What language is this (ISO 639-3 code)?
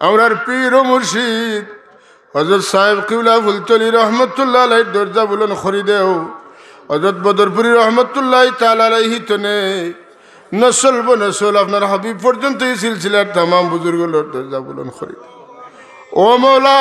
syl